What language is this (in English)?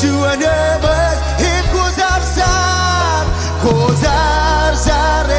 Marshallese